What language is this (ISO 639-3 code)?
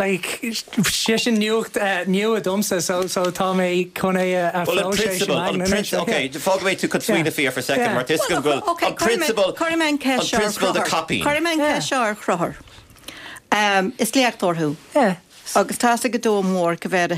gle